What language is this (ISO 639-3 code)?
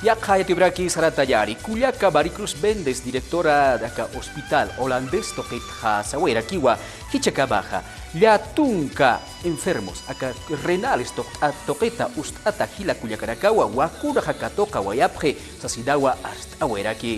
aym